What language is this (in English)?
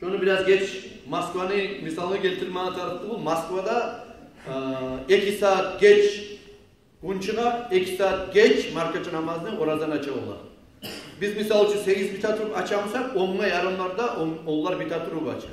Kumyk